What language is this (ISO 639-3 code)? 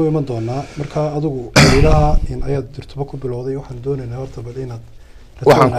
som